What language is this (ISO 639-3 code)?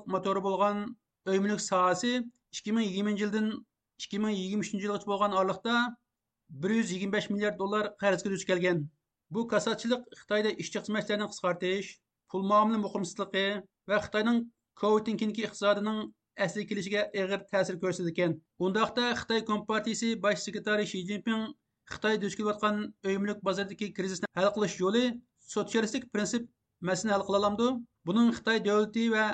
uig